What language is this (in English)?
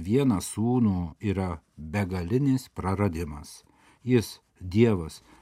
Lithuanian